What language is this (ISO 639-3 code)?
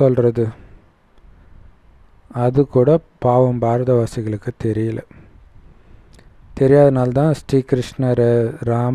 tam